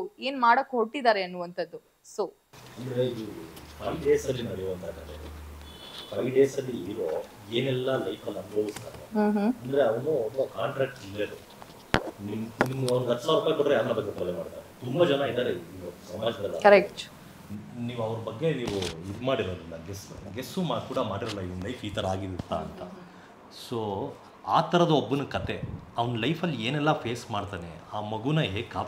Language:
Kannada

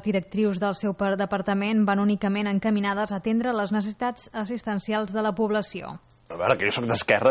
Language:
Catalan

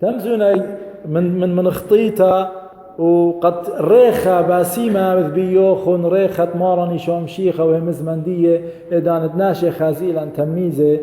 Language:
Assyrian Neo-Aramaic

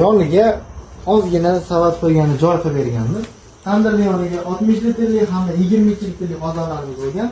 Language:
Uzbek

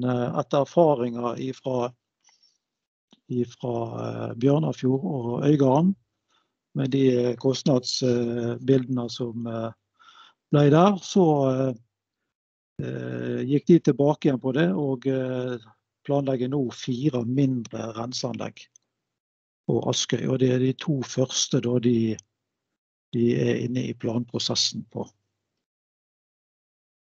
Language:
Norwegian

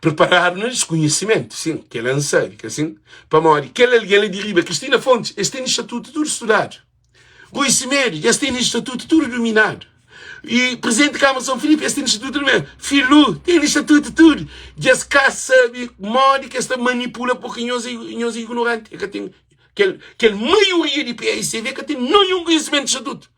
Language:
Kabuverdianu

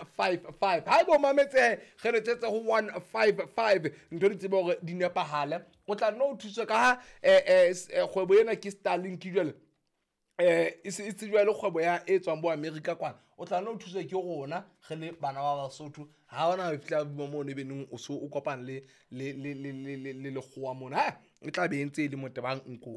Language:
Southern Sotho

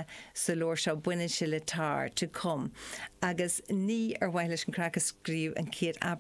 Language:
Irish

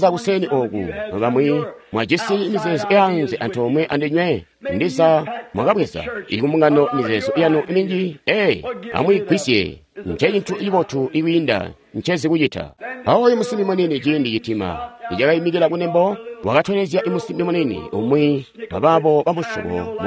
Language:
Tonga (Zambia)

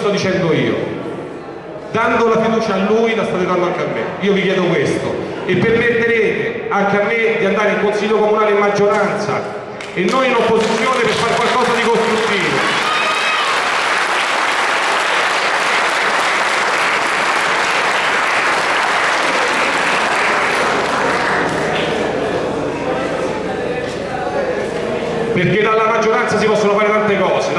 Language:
Italian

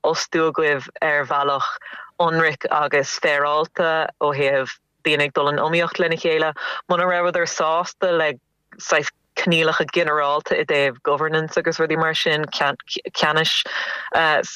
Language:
Irish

